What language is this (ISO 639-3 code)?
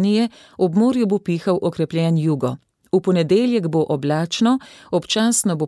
slv